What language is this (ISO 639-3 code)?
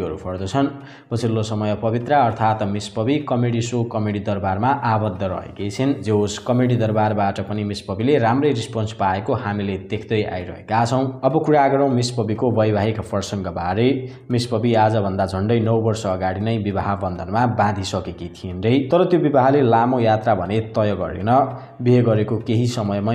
nep